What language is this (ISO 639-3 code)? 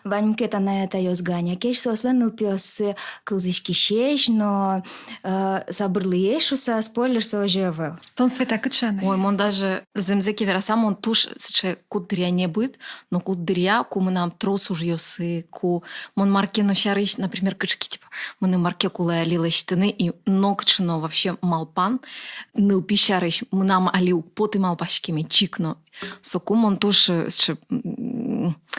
udm